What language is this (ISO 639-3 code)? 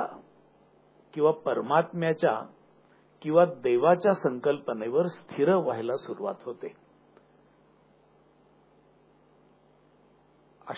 mar